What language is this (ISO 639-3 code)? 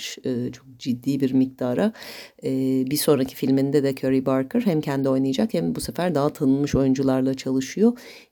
tur